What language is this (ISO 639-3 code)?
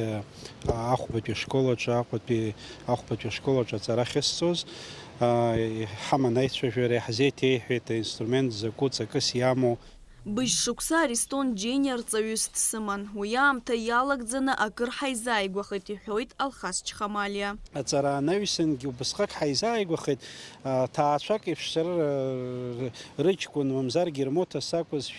abk